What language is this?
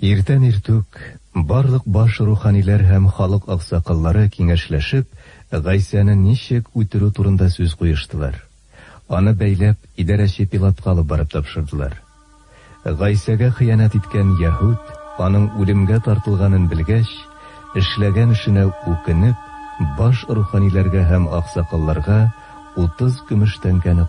Tatar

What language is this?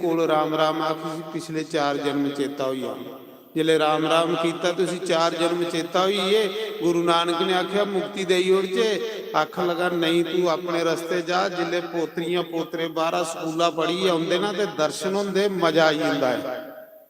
Dogri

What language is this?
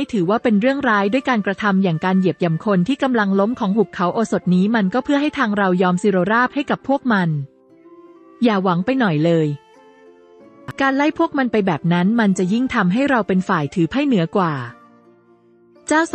Thai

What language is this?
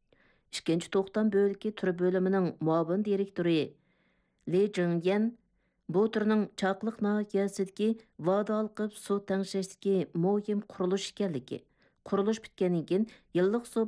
Uyghur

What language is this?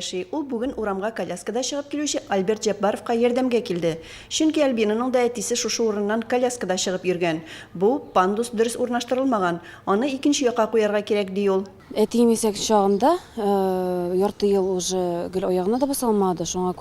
Tatar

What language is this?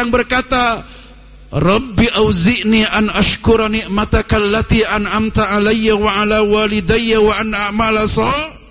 Indonesian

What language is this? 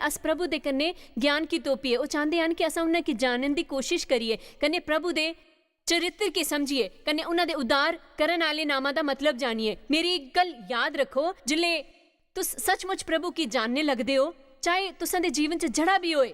Dogri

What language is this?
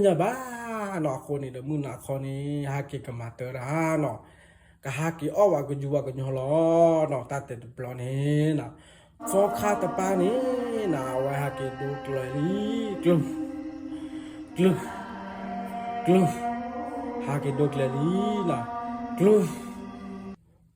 S'gaw Karen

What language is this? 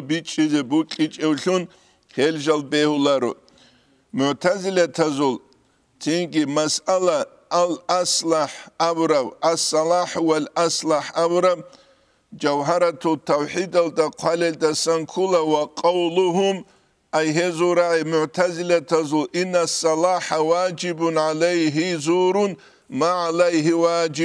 Avaric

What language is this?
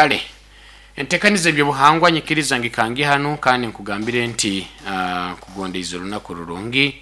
Nyoro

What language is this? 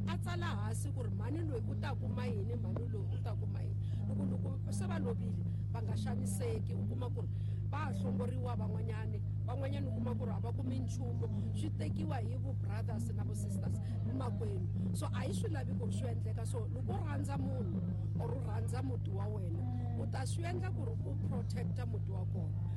Tsonga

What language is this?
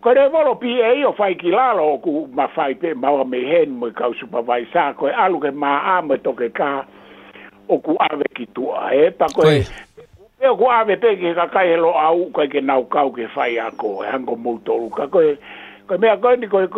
Tongan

